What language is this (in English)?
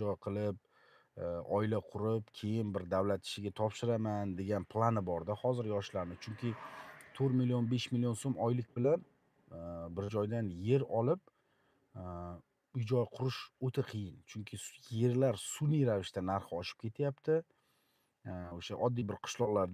Uzbek